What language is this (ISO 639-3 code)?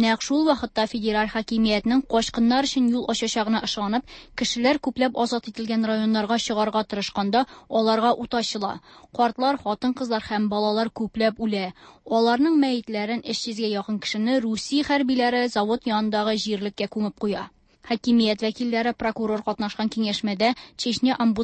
tat